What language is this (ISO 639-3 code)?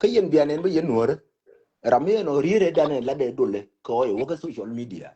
nus